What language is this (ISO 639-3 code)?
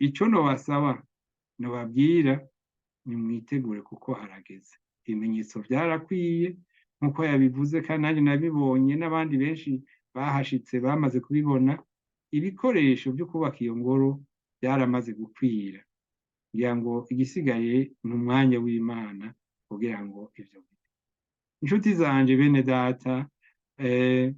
run